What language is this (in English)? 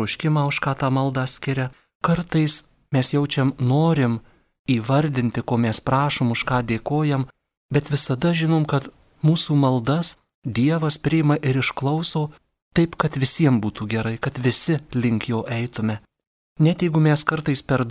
Lithuanian